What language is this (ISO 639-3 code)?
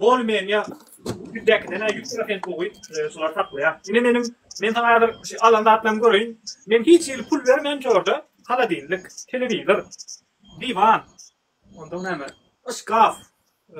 tuk